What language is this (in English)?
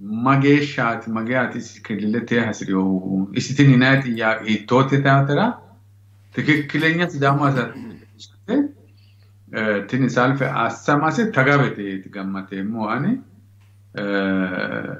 Sidamo